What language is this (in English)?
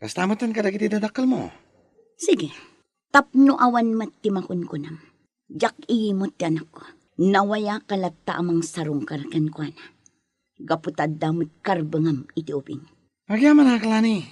Iloko